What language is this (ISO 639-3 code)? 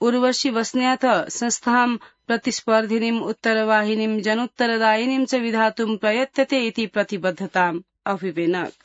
san